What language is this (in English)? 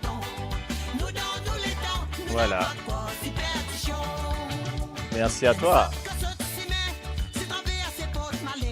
Morisyen